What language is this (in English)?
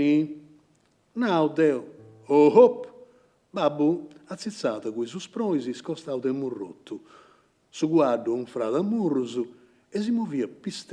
Sardinian